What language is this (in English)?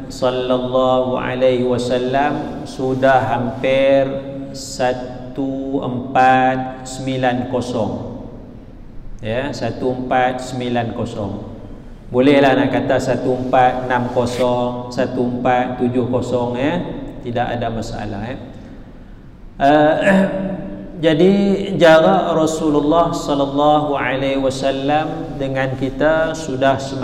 Malay